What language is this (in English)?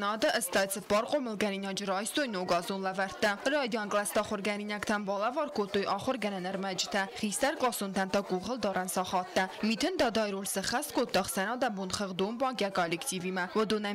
Ossetic